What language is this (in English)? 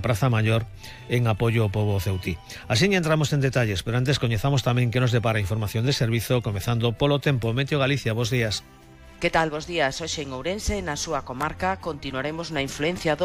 Galician